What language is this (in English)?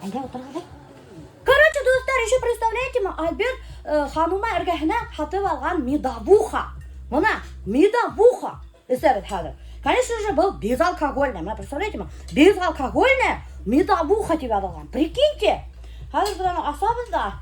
Bashkir